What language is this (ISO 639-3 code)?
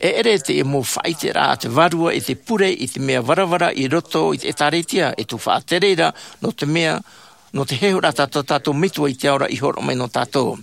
tah